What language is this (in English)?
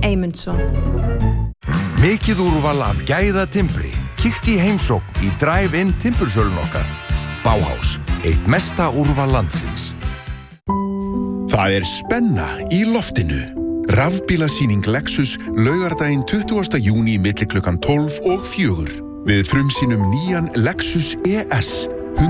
Icelandic